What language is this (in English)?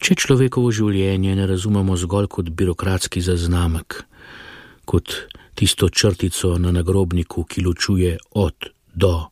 Slovenian